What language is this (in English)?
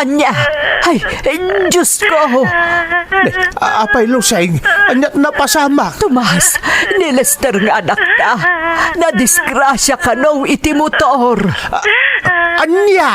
Iloko